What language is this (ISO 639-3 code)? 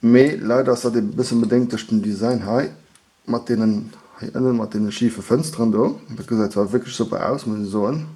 ltz